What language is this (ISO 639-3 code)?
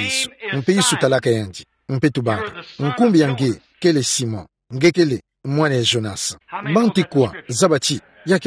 ktu